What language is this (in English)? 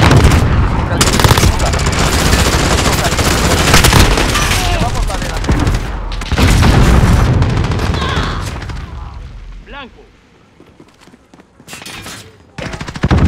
Spanish